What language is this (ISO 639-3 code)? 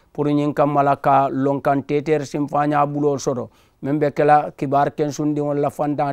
man